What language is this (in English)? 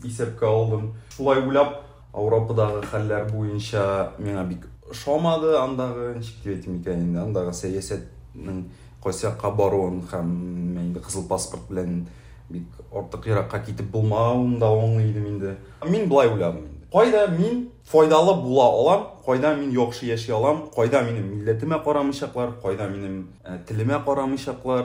Tatar